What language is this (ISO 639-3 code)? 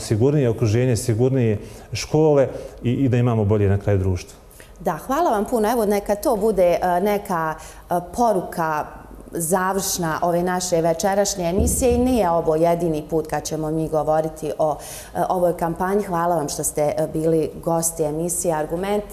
bos